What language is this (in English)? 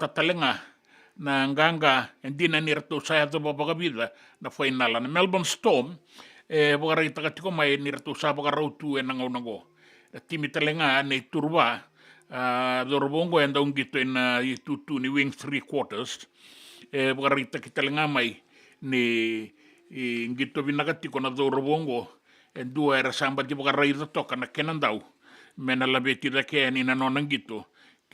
Fijian